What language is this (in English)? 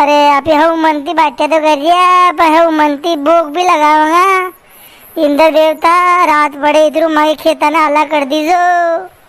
Rajasthani